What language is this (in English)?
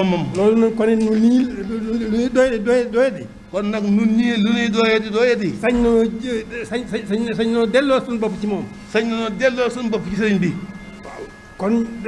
Wolof